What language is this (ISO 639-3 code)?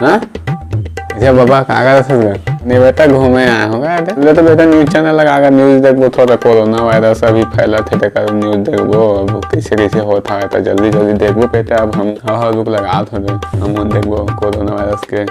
hne